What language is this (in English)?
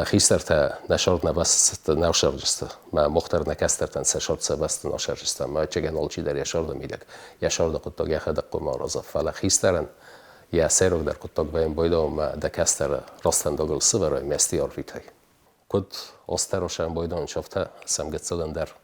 Ossetic